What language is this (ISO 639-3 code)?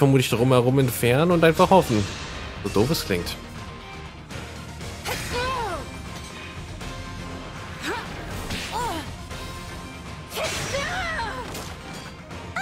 deu